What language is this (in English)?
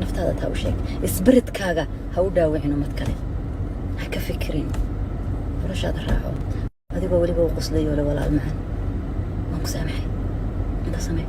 Somali